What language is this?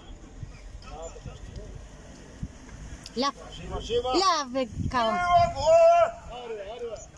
Bulgarian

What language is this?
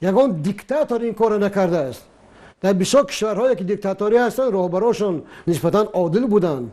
Tajik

